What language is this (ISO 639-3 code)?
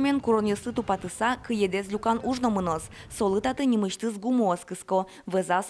udm